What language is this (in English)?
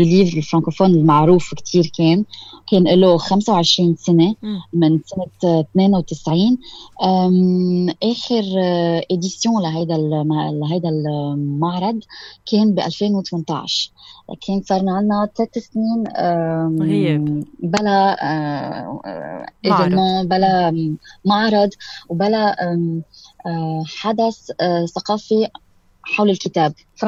North Levantine Arabic